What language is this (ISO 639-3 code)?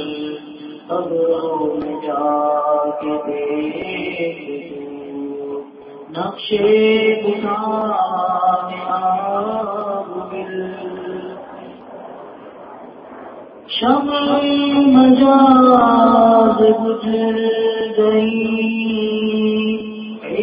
urd